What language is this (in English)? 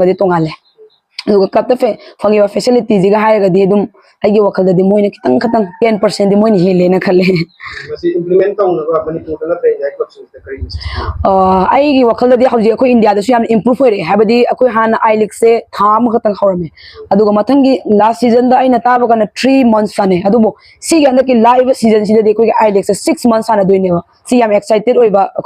Manipuri